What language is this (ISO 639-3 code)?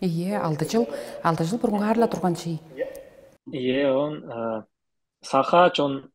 tyv